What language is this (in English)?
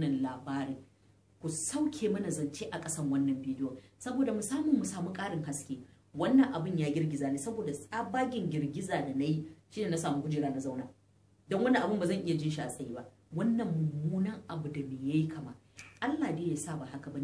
Hausa